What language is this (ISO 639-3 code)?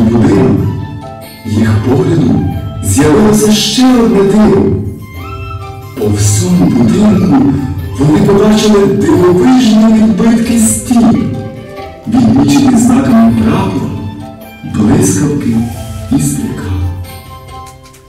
ukr